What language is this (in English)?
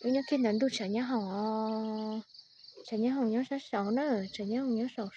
Hmong